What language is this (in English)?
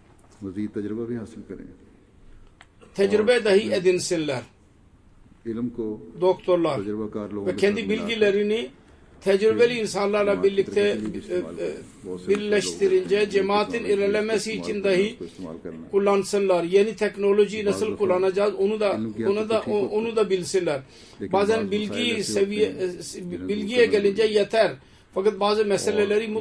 Turkish